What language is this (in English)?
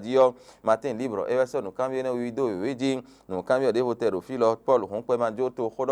Fon